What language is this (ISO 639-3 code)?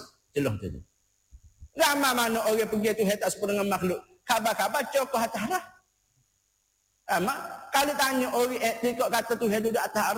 msa